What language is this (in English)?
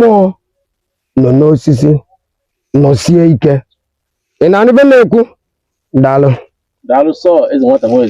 Igbo